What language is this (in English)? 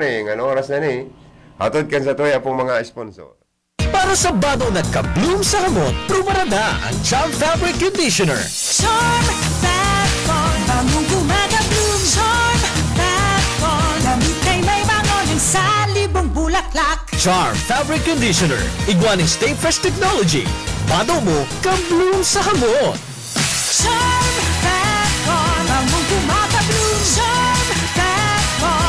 Bikol